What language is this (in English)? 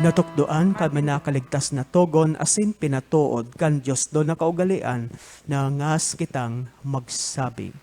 Bikol